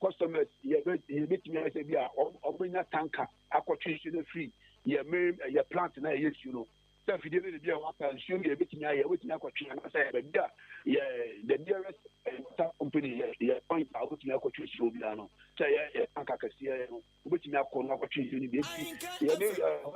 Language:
Akan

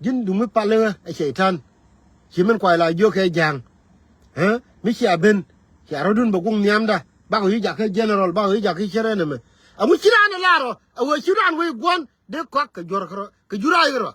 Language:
Nuer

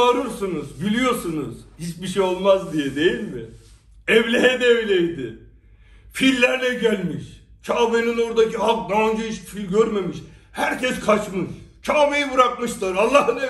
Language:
Turkish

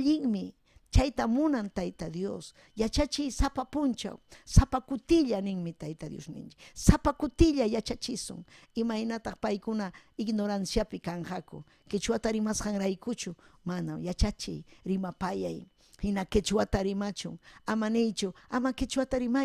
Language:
Ayacucho Quechua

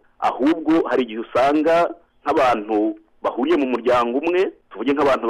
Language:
Kinyarwanda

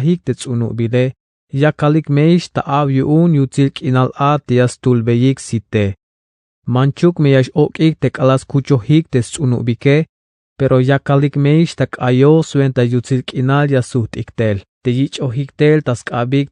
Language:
Tzeltal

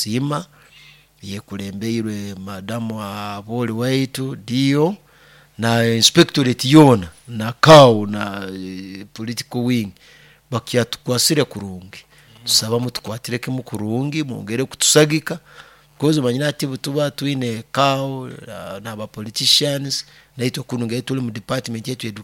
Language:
Nyoro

